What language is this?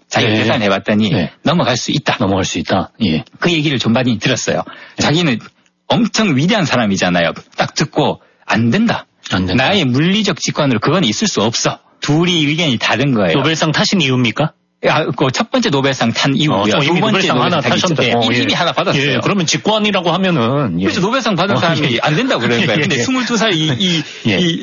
Korean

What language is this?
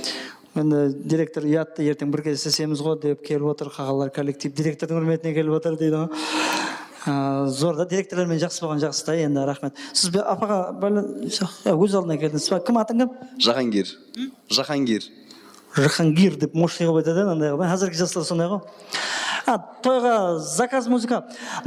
Kara-Kalpak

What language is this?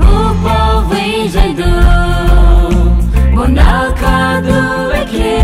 Poumei Naga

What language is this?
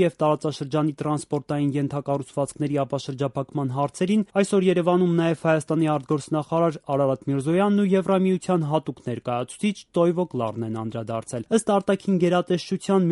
Armenian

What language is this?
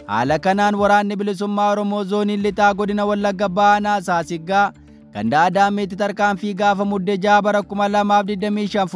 Oromo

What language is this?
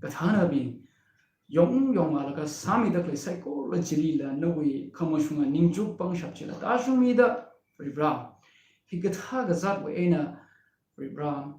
Tangkhul Naga (India)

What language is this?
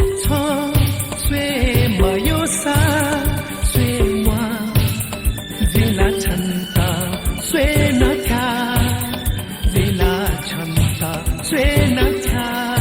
Newari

